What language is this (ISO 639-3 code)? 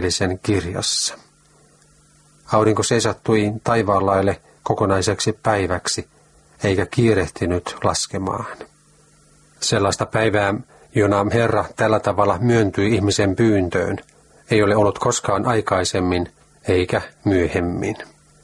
fin